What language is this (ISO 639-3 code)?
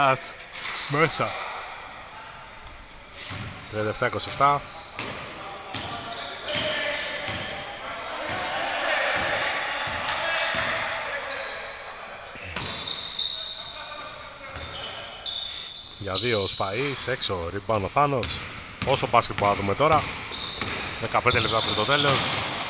ell